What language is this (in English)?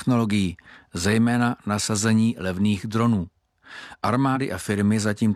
Czech